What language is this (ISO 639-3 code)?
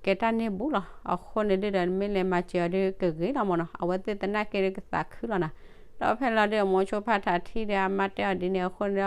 ksw